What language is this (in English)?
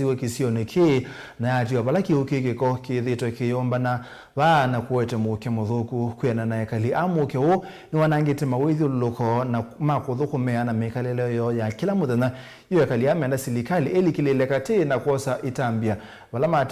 Kamba